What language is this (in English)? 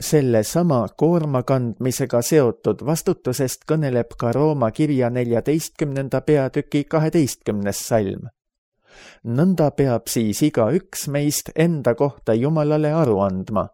Estonian